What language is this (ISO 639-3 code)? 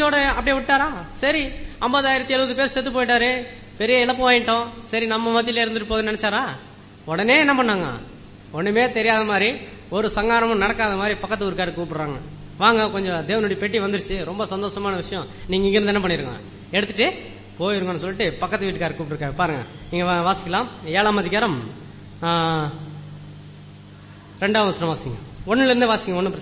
tam